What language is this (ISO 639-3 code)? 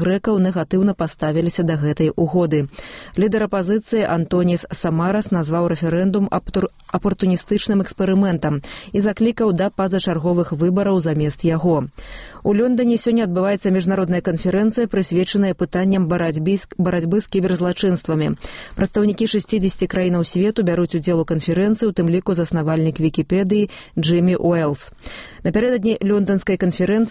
bel